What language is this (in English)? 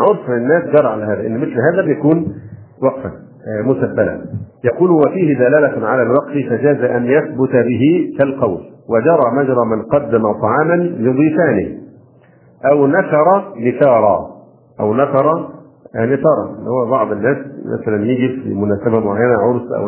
Arabic